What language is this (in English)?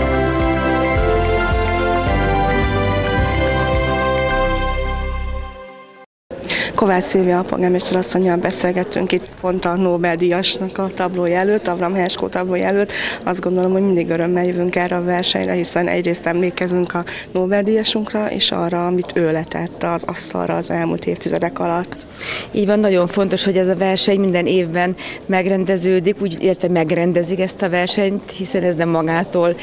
Hungarian